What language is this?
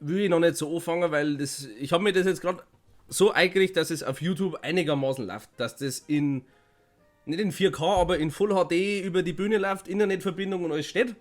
Bavarian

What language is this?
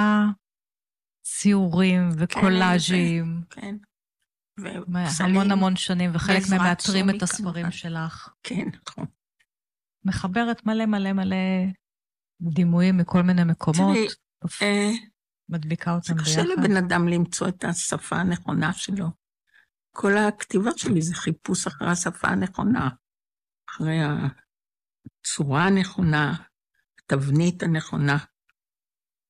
Hebrew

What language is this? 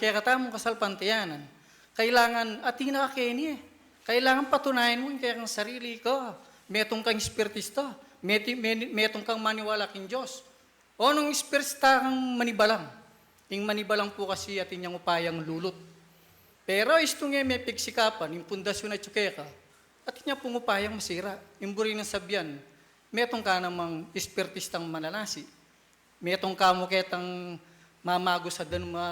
Pampanga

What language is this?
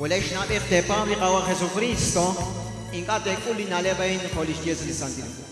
Kekchí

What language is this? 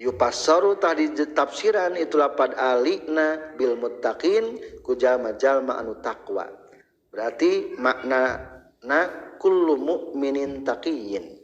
Sundanese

